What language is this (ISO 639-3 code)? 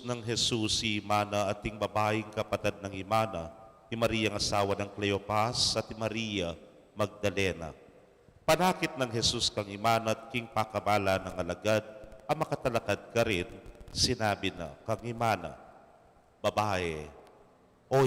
pam